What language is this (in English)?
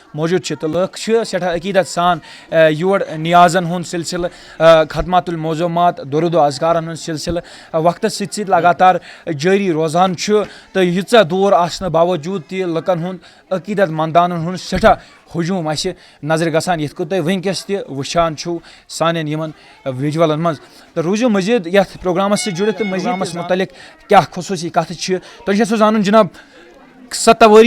Kashmiri